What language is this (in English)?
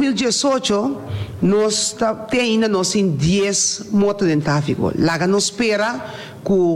Papiamento